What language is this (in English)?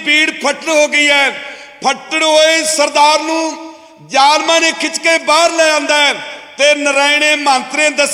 Punjabi